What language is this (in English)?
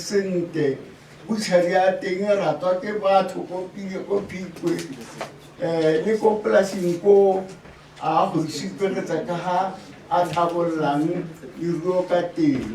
Tswana